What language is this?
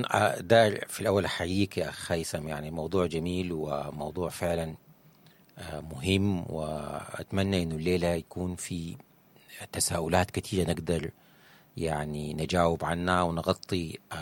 Sudanese Arabic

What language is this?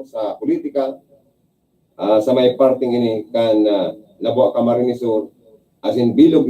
Bikol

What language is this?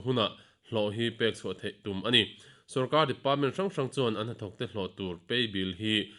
Mizo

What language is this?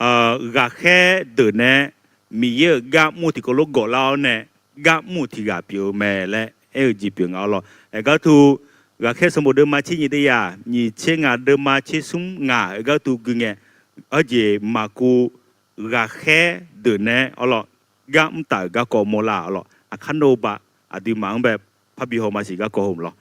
Akha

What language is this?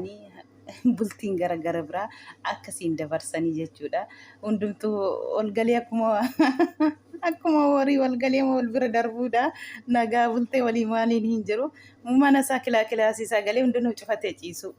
Oromo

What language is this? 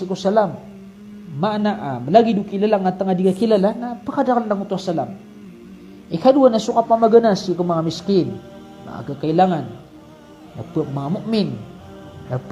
Maranao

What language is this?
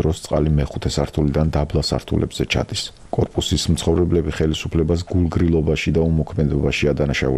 Georgian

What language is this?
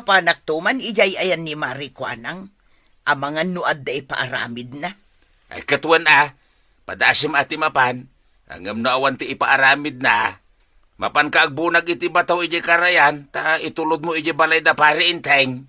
Iloko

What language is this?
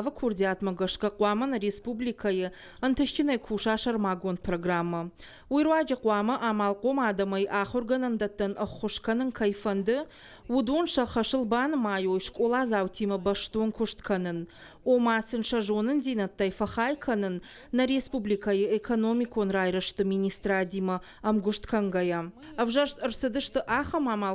Ossetic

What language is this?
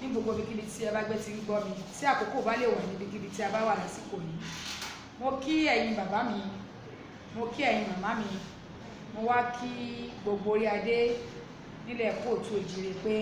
Yoruba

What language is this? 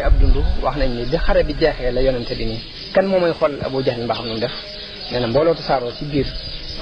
Wolof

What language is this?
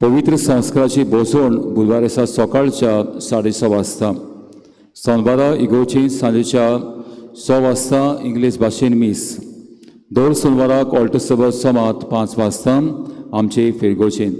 Konkani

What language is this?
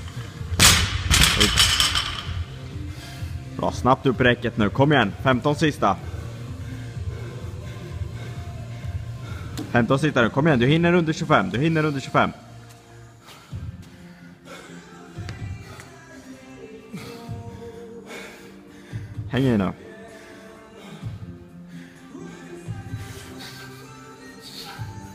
Swedish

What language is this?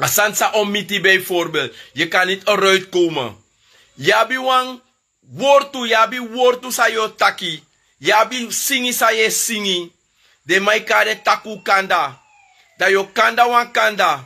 Sranan Tongo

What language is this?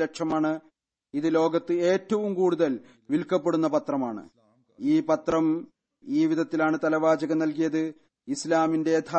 Malayalam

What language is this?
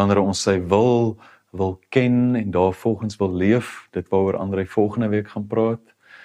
Afrikaans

